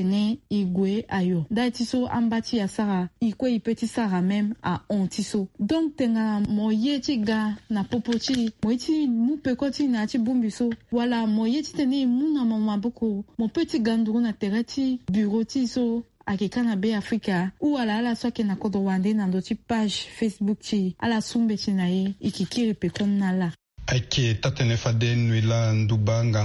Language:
Sango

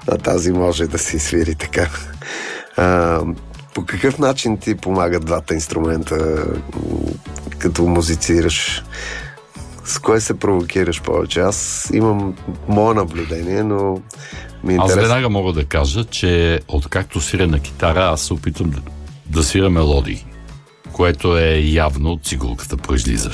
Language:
Bulgarian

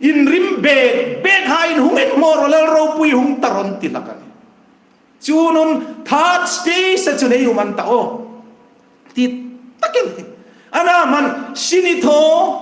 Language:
Hmar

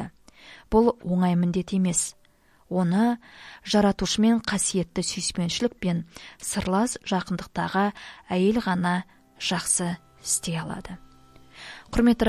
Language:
Kazakh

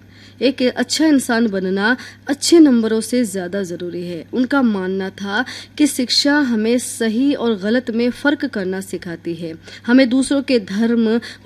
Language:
Hindi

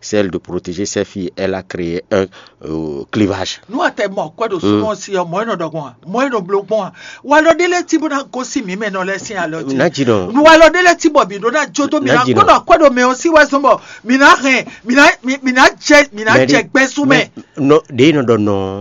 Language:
Fon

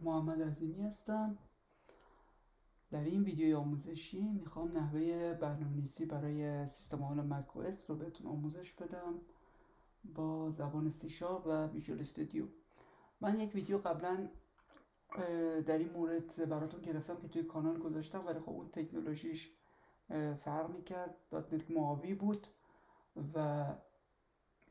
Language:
Persian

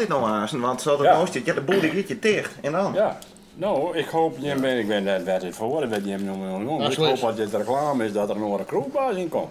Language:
Western Frisian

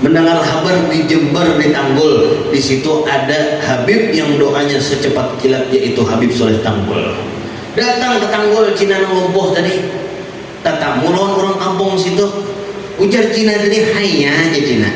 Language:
Banjar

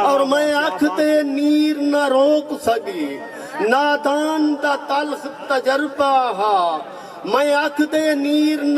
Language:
Saraiki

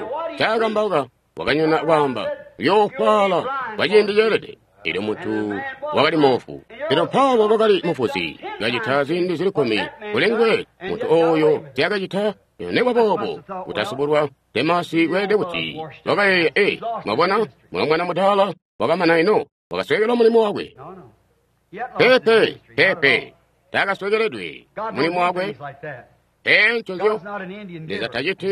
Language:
Tonga (Zambia)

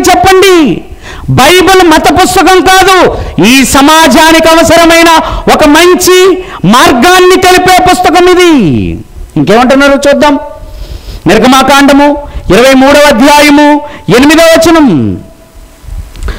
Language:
Telugu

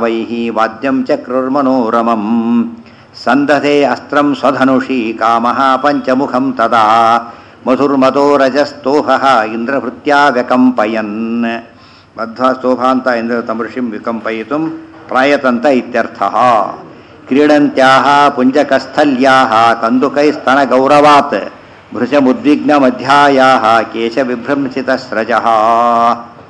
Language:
Kannada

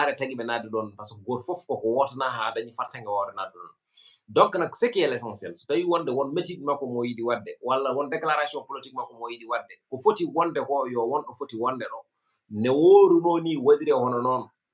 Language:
Fula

